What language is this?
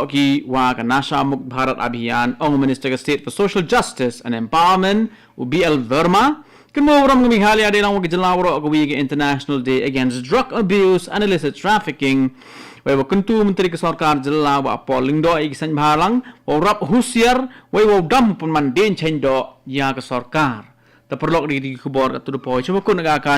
Khasi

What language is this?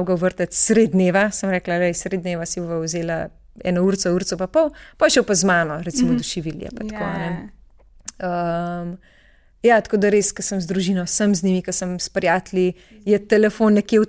Slovenian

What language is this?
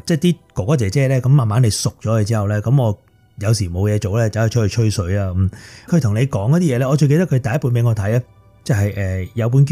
Cantonese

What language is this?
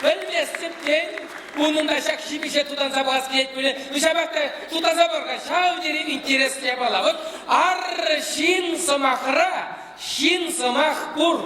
Chuvash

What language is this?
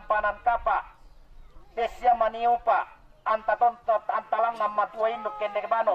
Toraja-Sa'dan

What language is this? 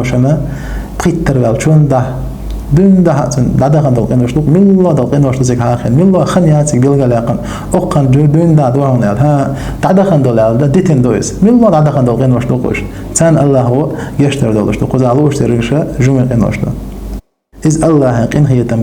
Chechen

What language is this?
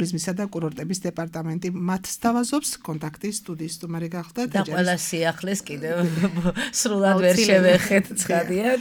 Georgian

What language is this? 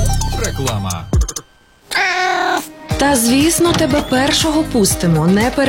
Ukrainian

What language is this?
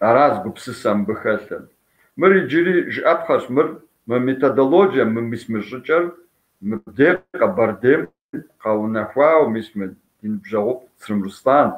Kabardian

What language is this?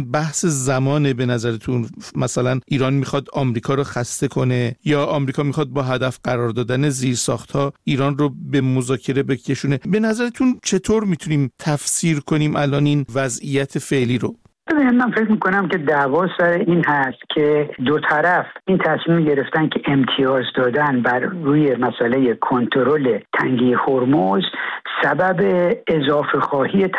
Persian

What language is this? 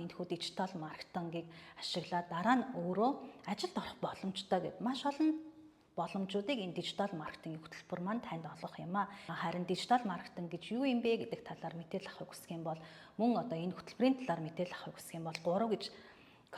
Mongolian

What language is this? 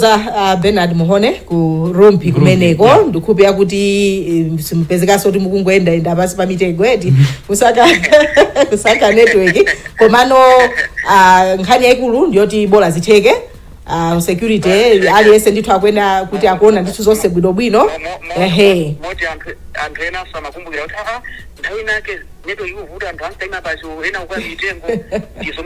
Nyanja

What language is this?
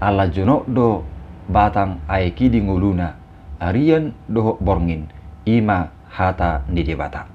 Batak Toba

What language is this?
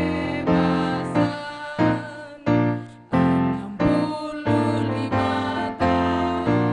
Batak Karo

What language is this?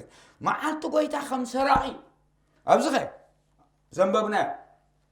Tigrinya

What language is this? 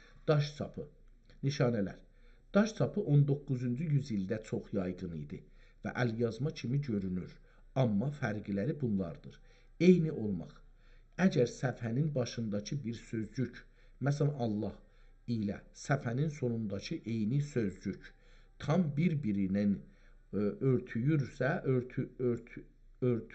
South Azerbaijani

